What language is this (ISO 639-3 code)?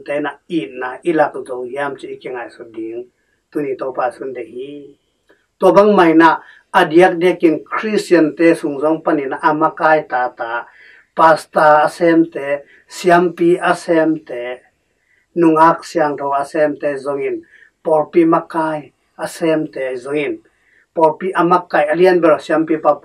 ctd